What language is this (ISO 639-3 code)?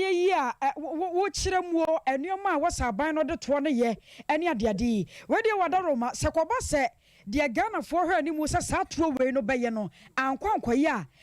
aka